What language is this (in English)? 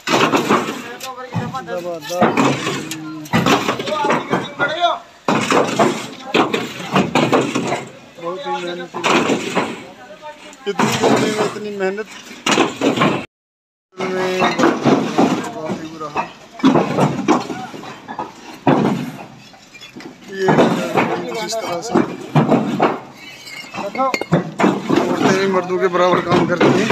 Hindi